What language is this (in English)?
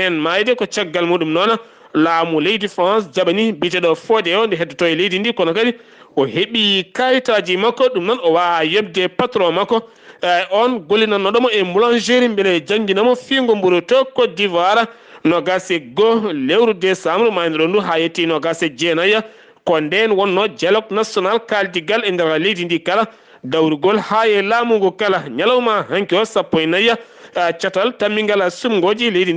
Fula